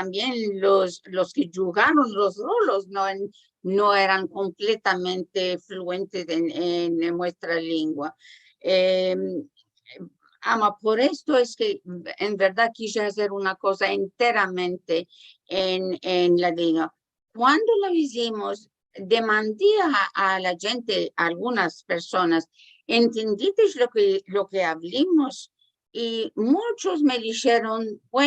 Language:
Ladino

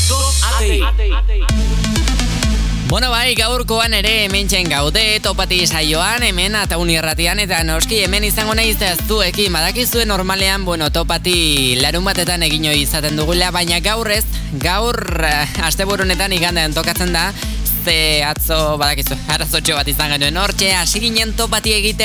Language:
Basque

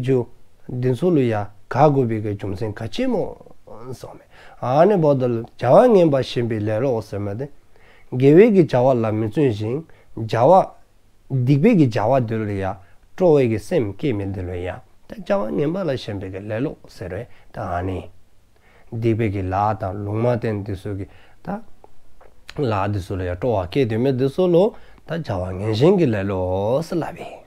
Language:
Dzongkha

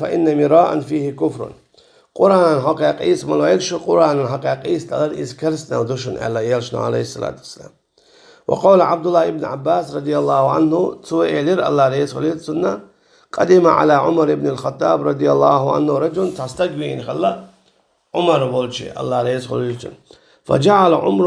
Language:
Chechen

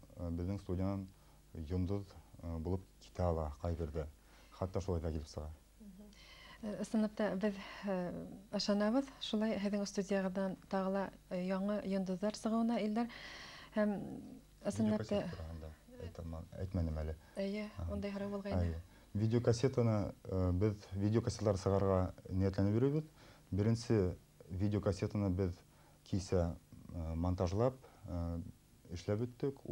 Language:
Bashkir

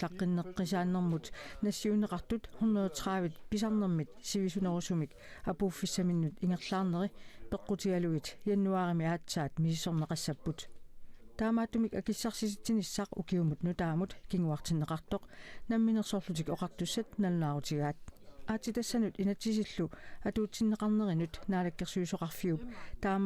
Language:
Kalaallisut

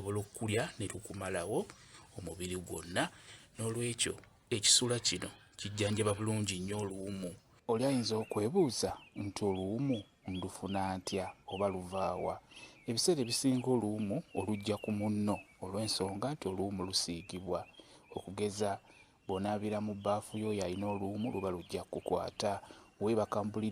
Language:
Ganda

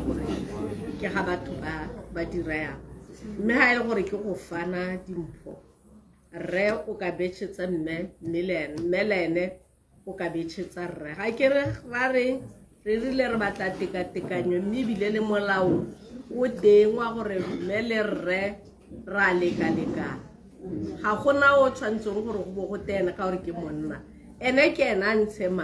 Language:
Tswana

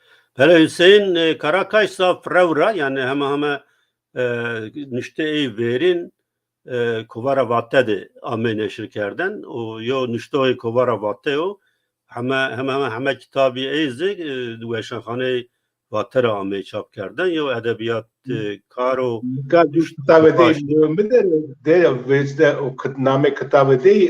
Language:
Zaza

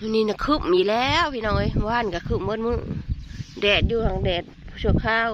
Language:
Northeastern Thai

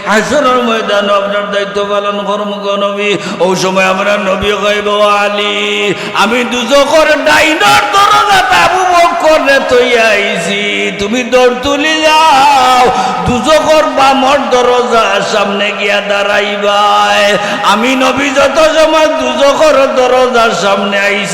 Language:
Sylheti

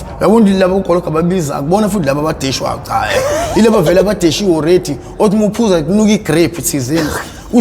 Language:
Zulu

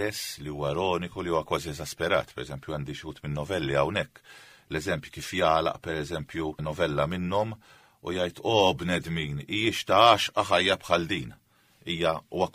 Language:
Maltese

